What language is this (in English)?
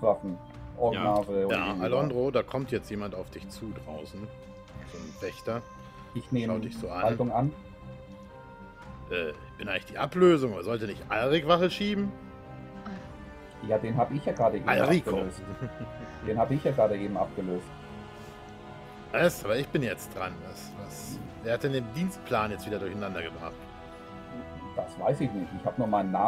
German